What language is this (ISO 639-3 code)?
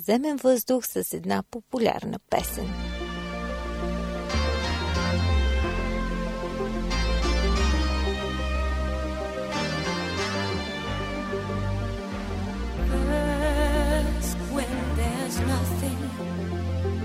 bul